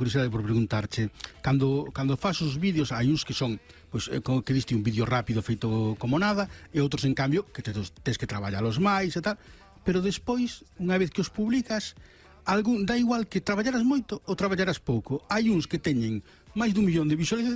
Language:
Galician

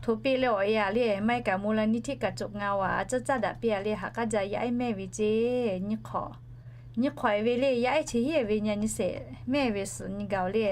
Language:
Lahu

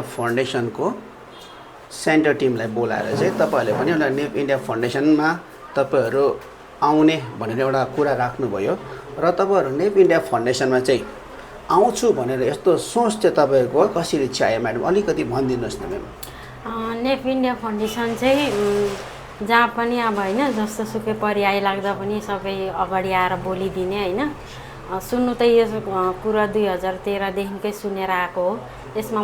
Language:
Nepali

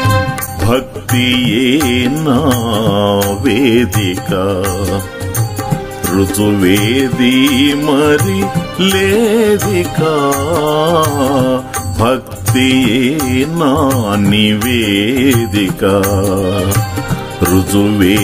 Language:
Telugu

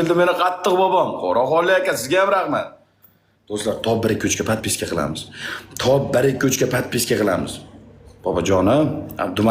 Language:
Uzbek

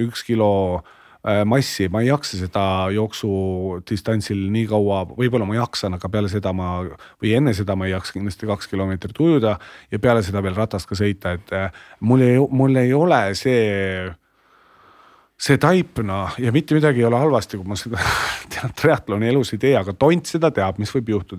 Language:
Estonian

